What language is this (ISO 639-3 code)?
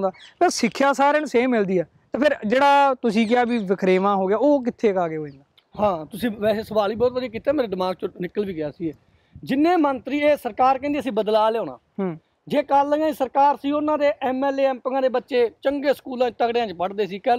pan